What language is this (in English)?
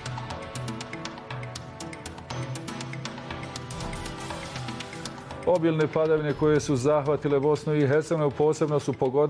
Bosnian